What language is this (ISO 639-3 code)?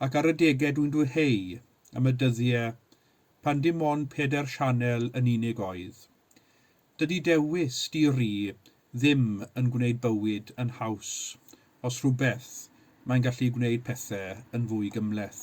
cym